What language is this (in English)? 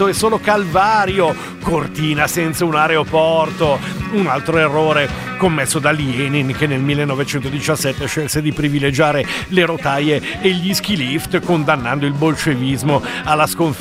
Italian